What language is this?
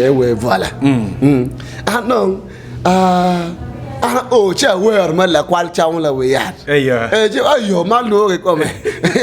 Acoli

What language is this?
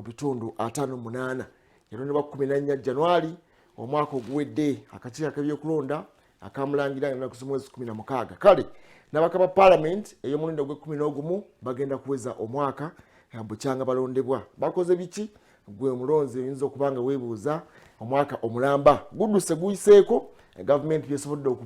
Ganda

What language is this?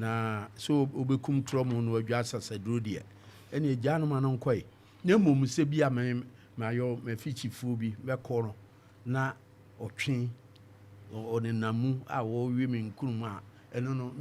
Akan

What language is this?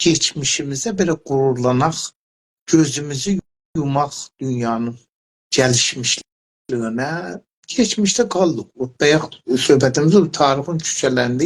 South Azerbaijani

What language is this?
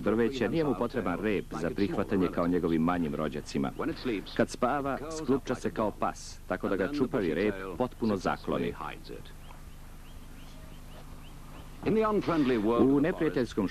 Serbian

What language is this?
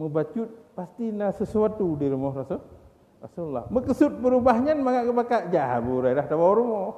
Achinese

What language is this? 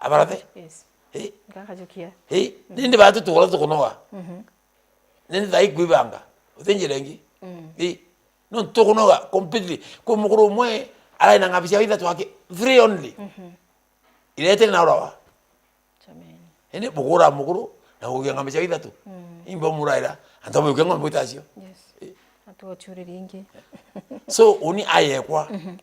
Meru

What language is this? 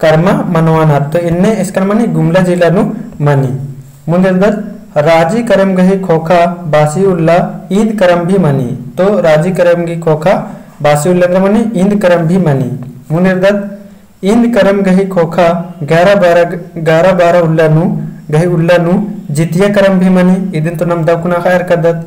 Kurukh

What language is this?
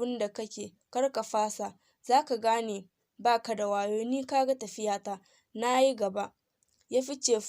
Hausa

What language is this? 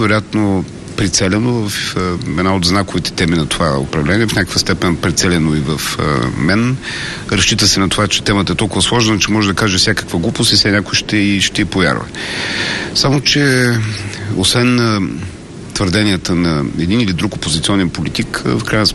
Bulgarian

